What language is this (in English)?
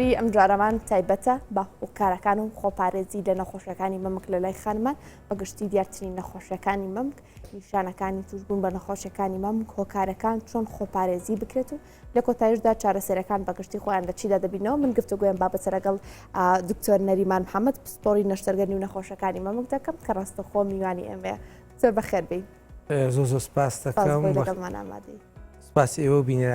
Central Kurdish